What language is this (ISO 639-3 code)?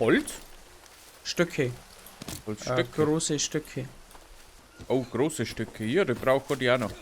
bar